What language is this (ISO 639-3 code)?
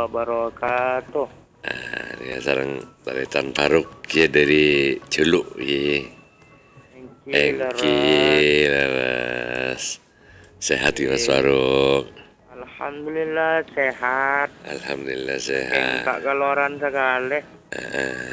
mad